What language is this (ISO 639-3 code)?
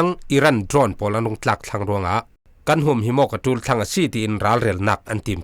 cfm